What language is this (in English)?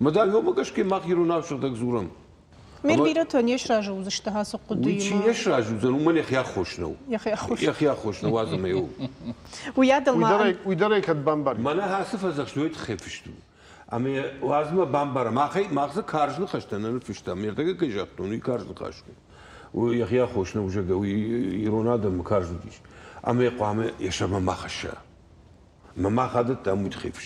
Ossetic